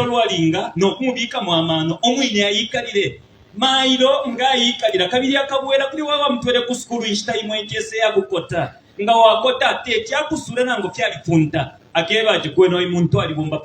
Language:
Bemba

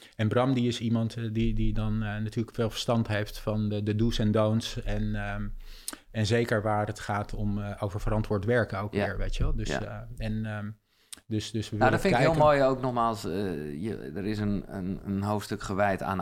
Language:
Dutch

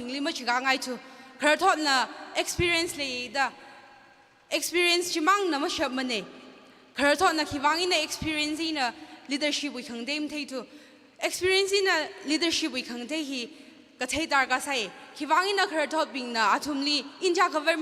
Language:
Tangkhul Naga (India)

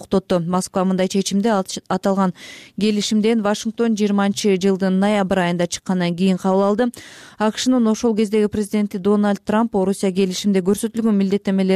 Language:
Kyrgyz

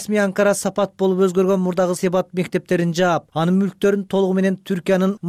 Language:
Kyrgyz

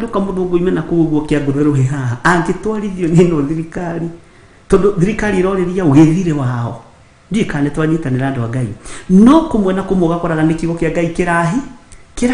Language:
Kikuyu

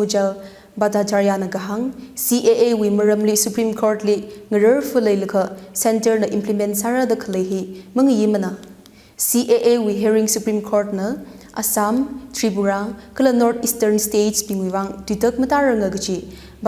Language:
Tangkhul Naga (India)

